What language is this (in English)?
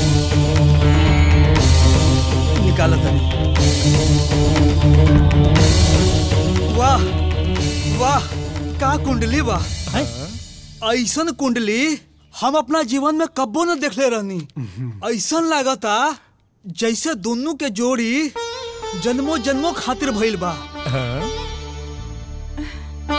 Bhojpuri